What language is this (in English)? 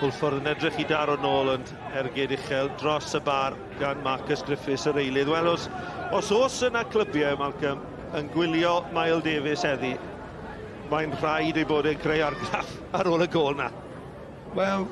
Welsh